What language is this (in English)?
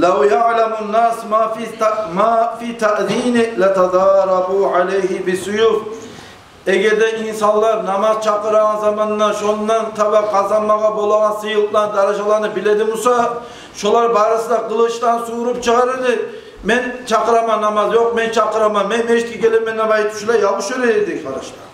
Kumyk